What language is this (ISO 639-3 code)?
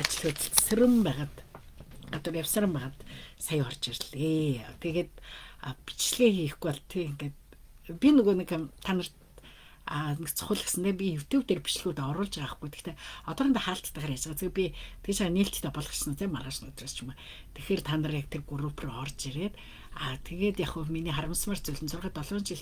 mon